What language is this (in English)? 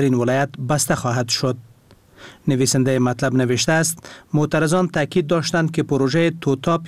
Persian